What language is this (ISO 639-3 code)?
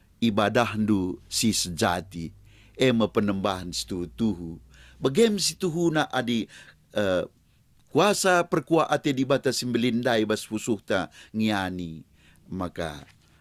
btx